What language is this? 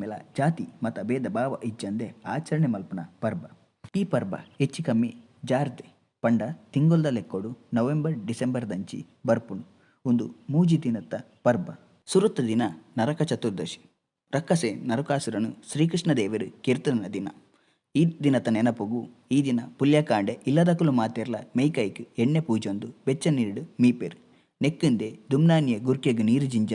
Tulu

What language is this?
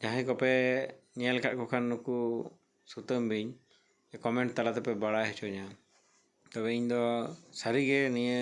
Santali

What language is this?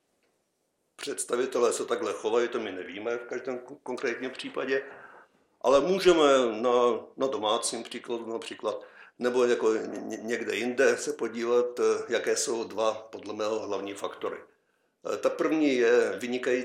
Czech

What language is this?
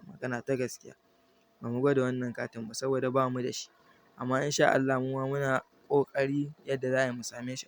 Hausa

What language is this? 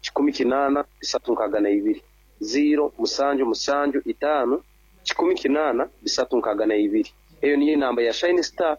Nyankole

